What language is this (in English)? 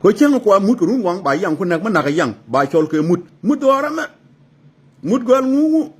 Nuer